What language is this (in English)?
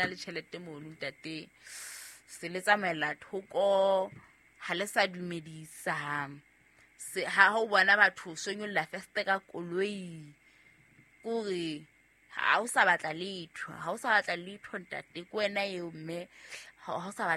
Southern Sotho